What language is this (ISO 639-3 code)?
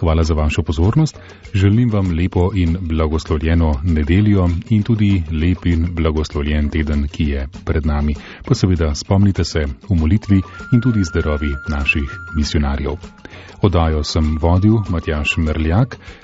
slv